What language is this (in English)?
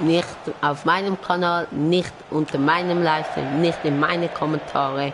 Swiss German